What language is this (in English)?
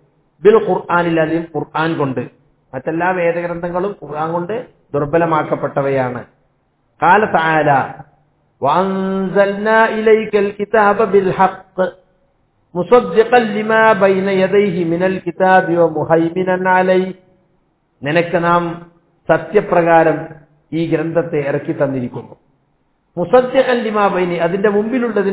Malayalam